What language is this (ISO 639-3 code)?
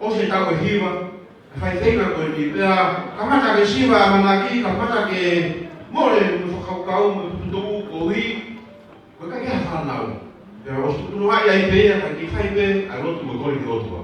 ton